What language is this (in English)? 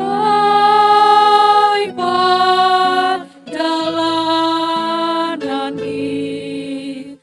Batak Simalungun